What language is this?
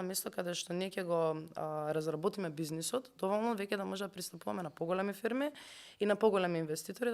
Macedonian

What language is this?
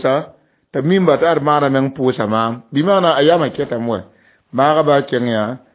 Mossi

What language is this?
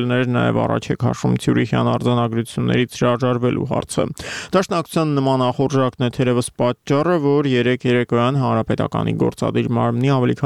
Armenian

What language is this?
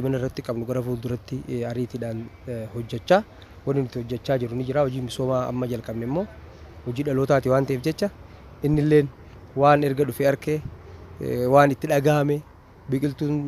Oromo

